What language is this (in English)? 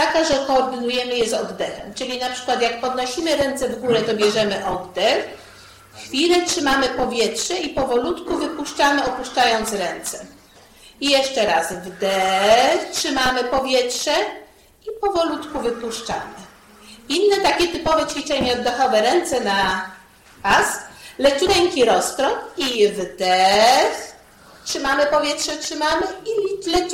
Polish